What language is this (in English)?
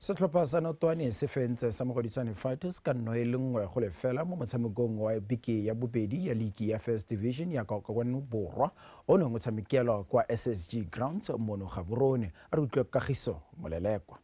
Tswana